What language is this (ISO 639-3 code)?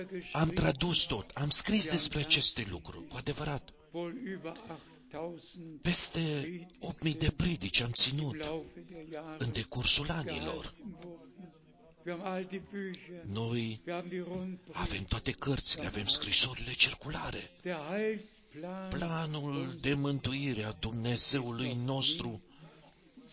ron